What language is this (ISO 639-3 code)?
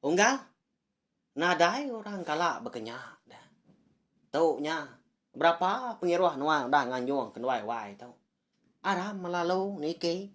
iba